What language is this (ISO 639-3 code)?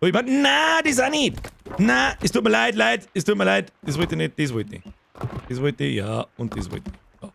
bar